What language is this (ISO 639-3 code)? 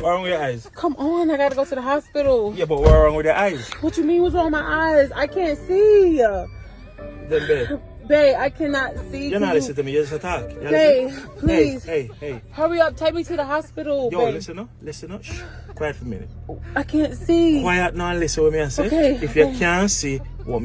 jam